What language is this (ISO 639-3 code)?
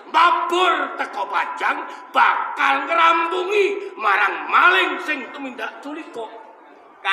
jav